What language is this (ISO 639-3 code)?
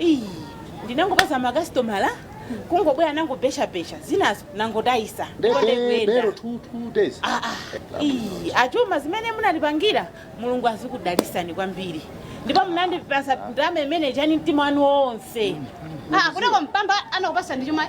nya